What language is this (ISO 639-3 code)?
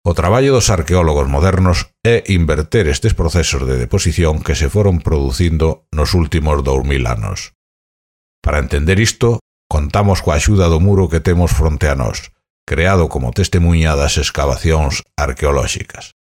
glg